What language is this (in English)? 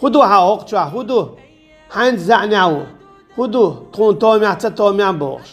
Chechen